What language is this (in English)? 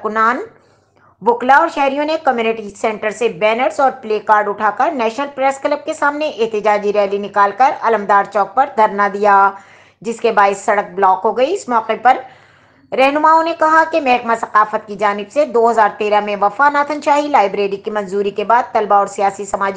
Urdu